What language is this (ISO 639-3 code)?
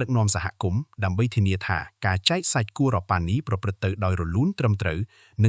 khm